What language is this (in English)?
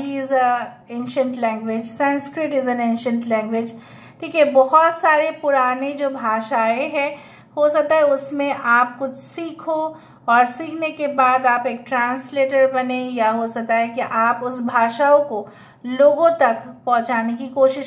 Hindi